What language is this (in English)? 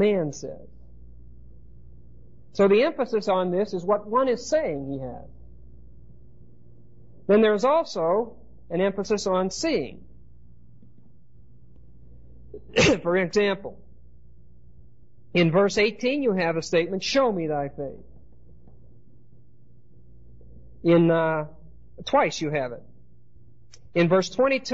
English